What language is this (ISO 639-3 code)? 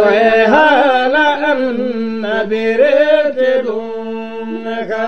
ful